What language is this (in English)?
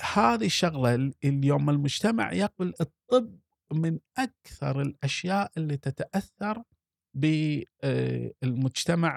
Gulf Arabic